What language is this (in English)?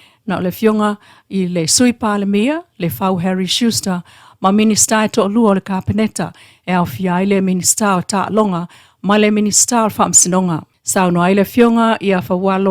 Samoan